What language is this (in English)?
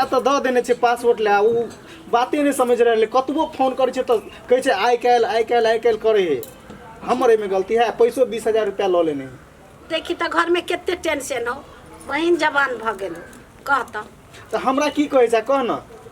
Maithili